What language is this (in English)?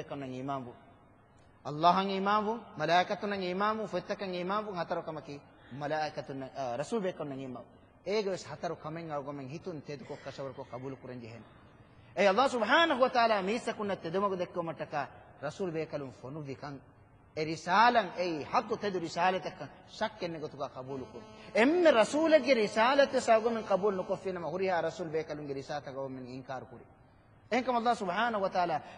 Divehi